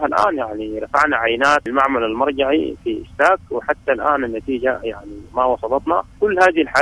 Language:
Sudanese Arabic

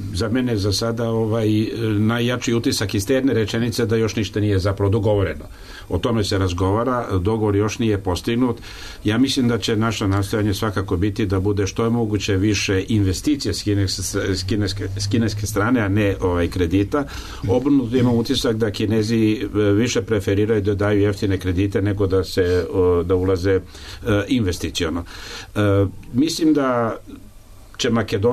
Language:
Serbian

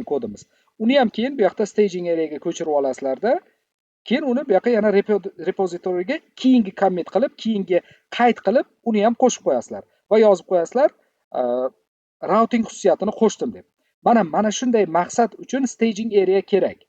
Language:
Uzbek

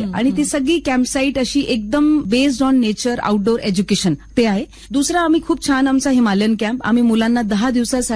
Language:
Marathi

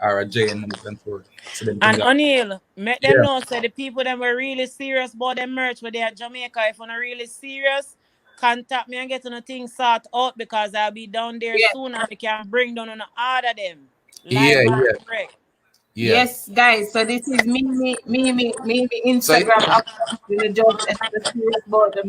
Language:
Jamaican Creole English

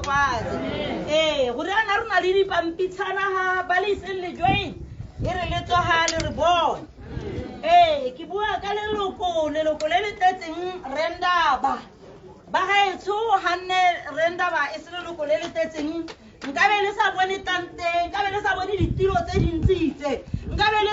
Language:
Tswana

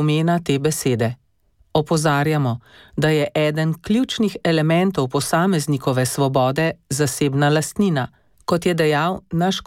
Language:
Slovenian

